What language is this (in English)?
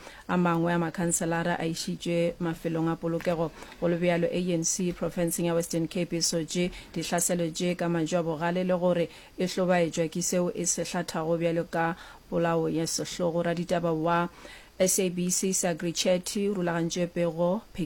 Northern Sotho